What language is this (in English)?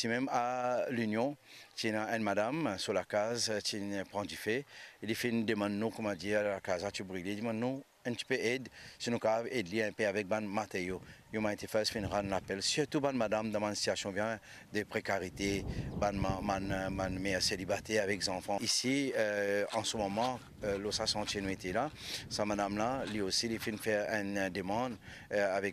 Morisyen